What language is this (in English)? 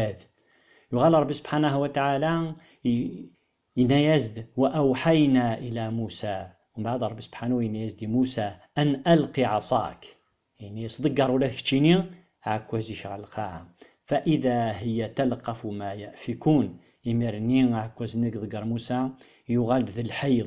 Kabyle